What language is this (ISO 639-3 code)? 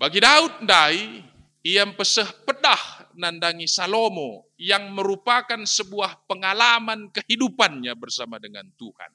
btx